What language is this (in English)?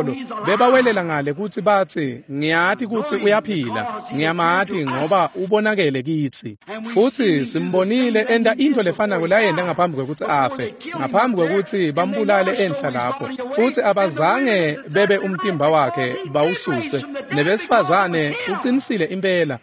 Swati